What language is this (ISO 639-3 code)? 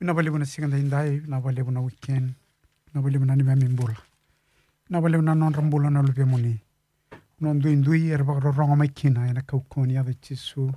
fij